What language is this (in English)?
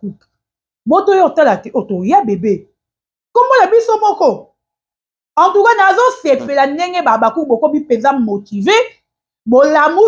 Lingala